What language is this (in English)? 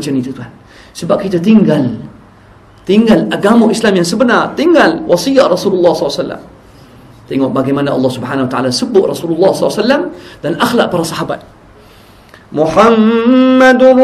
Malay